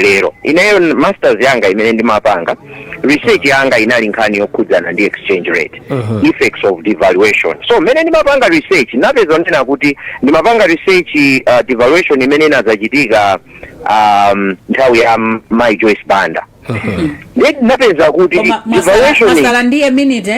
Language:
Nyanja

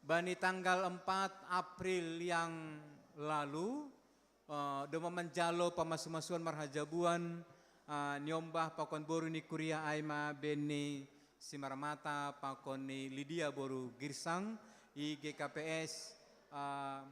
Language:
Batak Simalungun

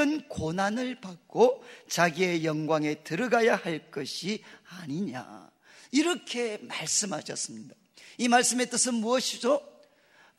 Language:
Korean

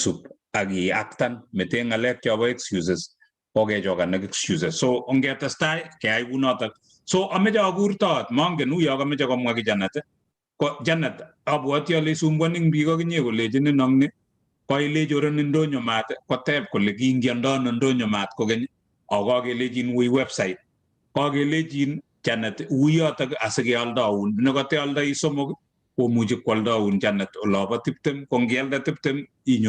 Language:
Kalenjin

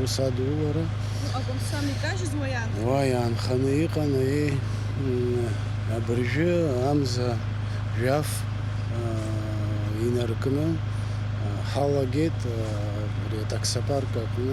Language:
Abkhazian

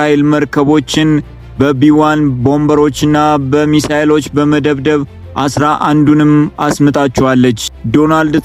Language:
Amharic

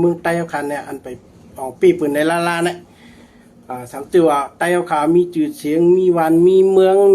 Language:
Shan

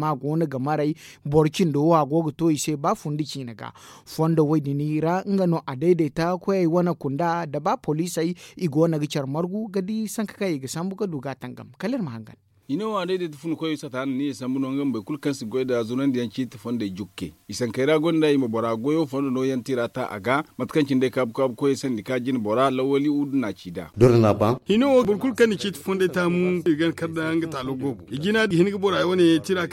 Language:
Zarma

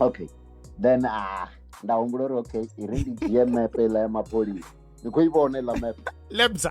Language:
Venda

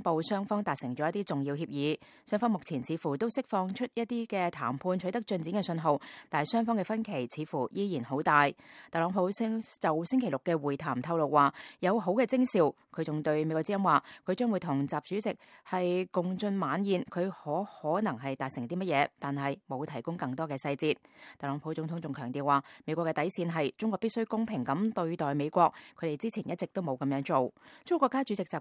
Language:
Cantonese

